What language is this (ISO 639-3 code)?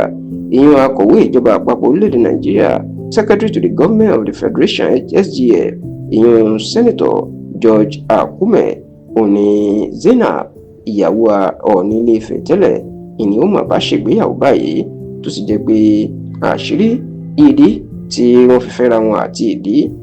yor